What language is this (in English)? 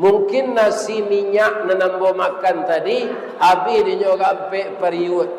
Minangkabau